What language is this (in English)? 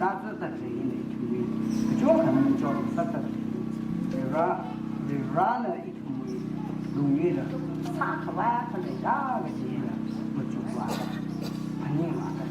Tangkhul Naga (India)